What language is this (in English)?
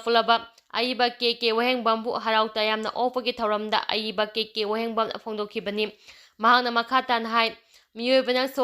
Manipuri